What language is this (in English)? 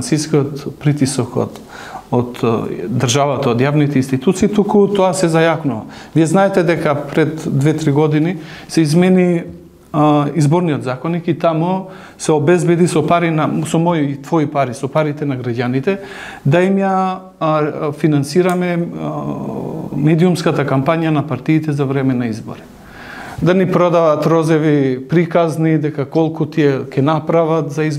Macedonian